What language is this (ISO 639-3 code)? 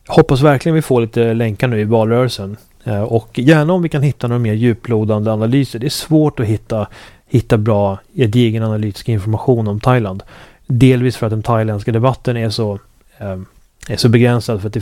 swe